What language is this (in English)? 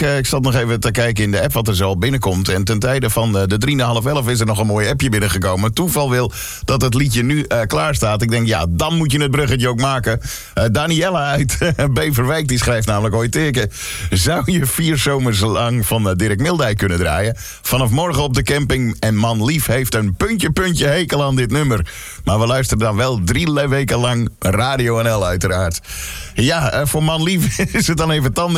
Dutch